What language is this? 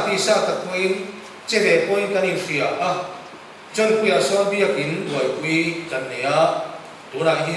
Mizo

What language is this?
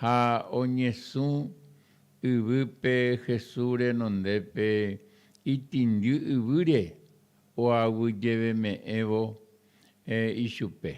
Guarani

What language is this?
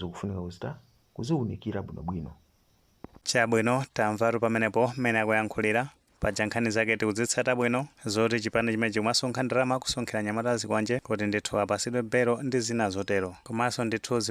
Nyanja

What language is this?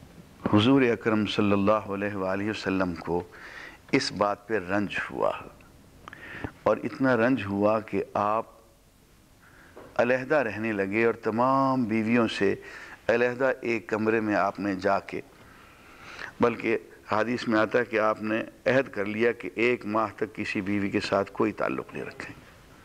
Urdu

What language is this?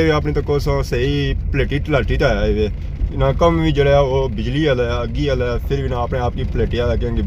Pahari-Potwari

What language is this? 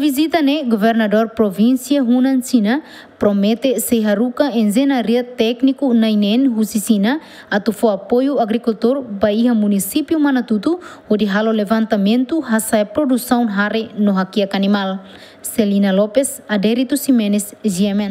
Tetum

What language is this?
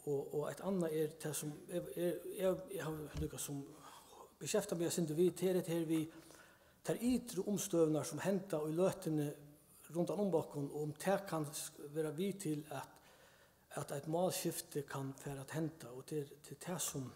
Faroese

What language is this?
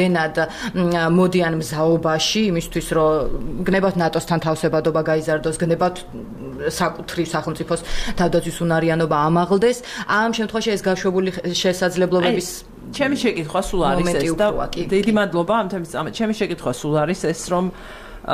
Georgian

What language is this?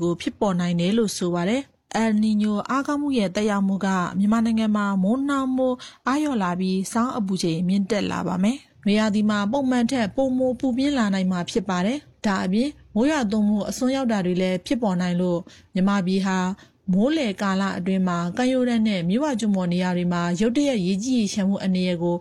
Burmese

